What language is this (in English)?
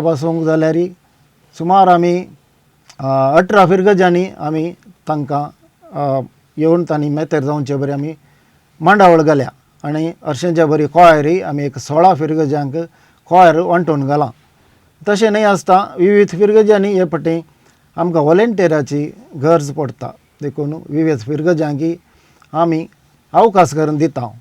Konkani